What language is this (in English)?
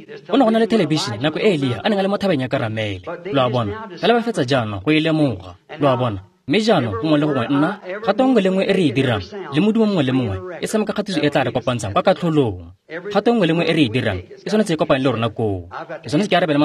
Tswana